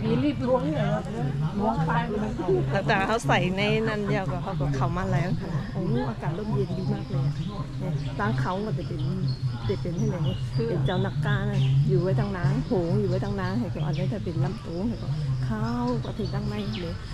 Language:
Shan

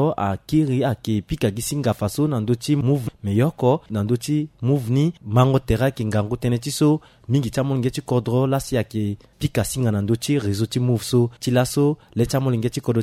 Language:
Sango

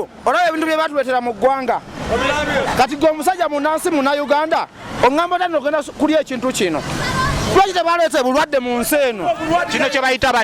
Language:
Ganda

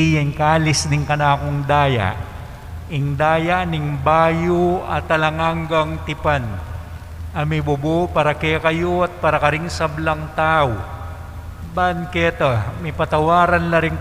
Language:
Pampanga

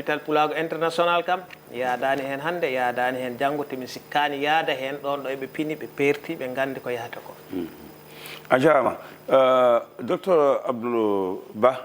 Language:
Fula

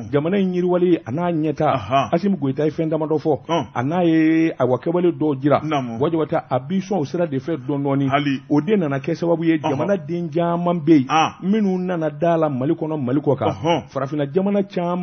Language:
Bambara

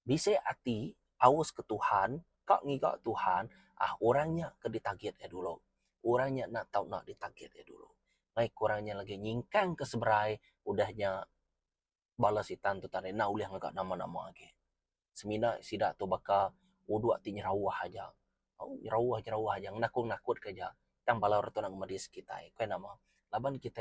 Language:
Iban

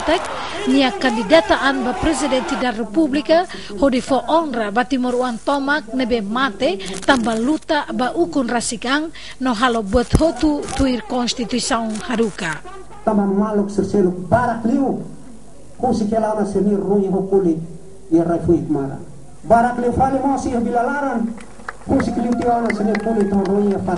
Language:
Tetum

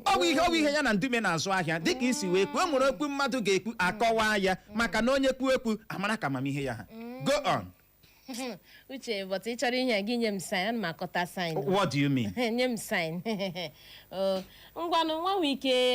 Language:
Igbo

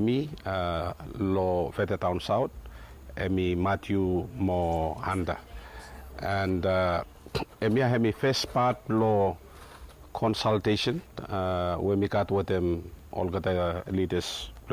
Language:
Bislama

